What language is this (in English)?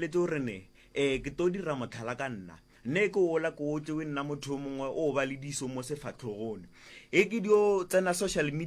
Northern Sotho